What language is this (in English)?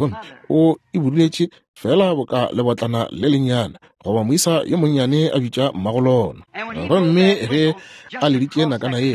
Northern Sotho